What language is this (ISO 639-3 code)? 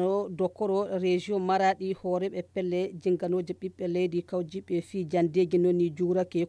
fuv